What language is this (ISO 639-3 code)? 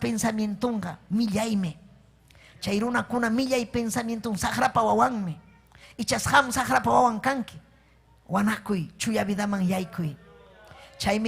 quy